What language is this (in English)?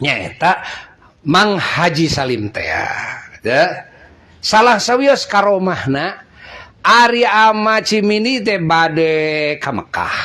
Sundanese